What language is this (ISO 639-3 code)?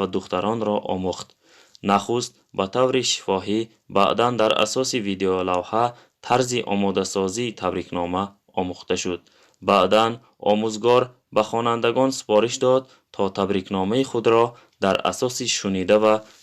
tgk